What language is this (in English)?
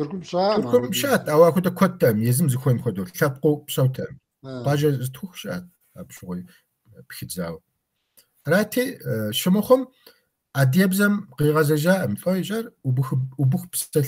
Kabardian